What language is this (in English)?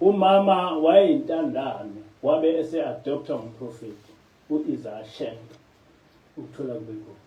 Zulu